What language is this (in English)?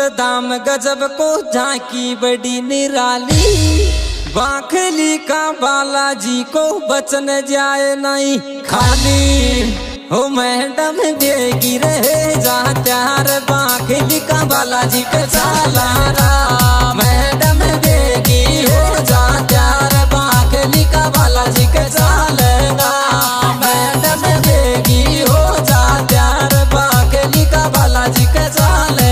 Rajasthani